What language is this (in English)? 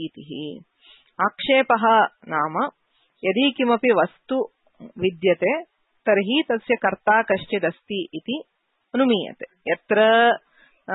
Sanskrit